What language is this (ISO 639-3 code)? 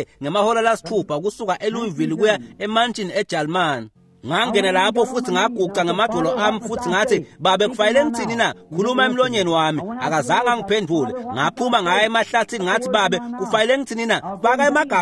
ssw